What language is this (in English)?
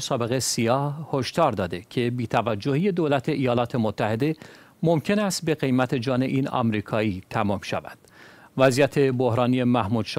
Persian